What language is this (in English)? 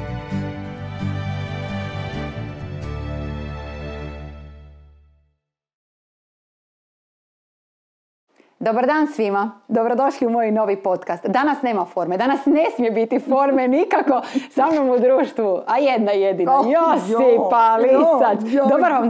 Croatian